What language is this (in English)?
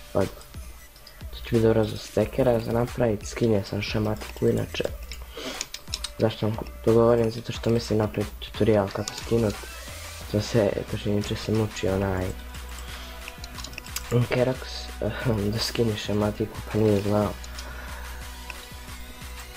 Croatian